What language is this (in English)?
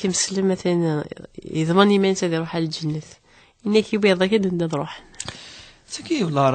Kabyle